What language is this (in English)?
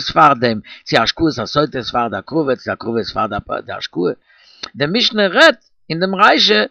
Yiddish